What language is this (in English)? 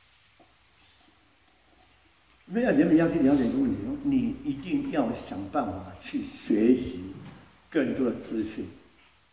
Chinese